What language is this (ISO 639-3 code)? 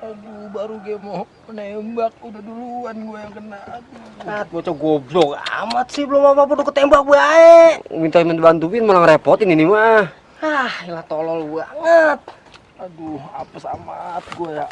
bew